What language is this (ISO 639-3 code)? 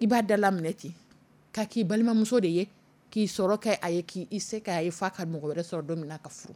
dyu